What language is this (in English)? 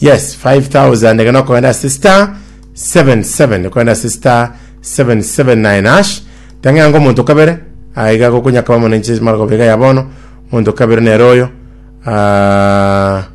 Gusii